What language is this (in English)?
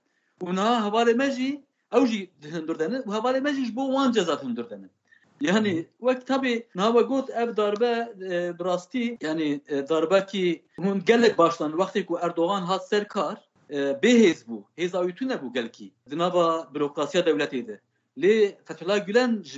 Kurdish